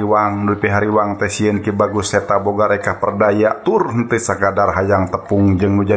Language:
Sundanese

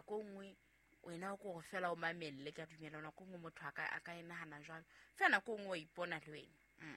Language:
Southern Sotho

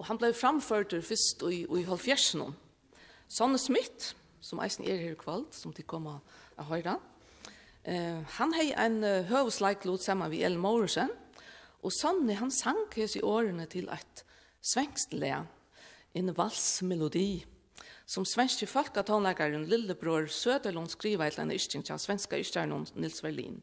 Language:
Faroese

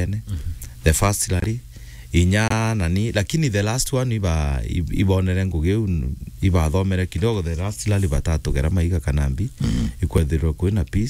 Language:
Meru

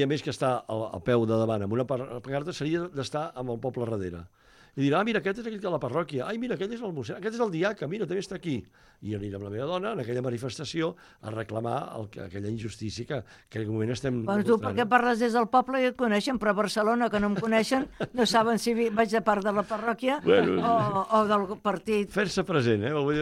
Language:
Catalan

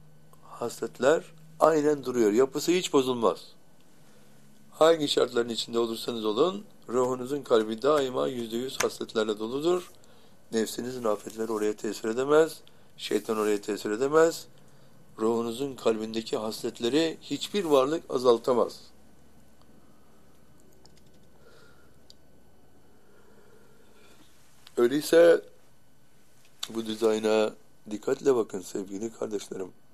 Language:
Turkish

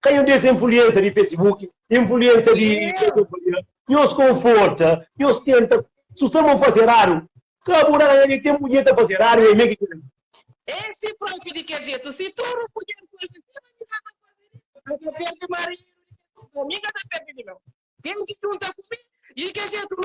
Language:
Kabuverdianu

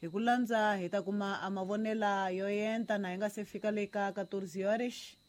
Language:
Tsonga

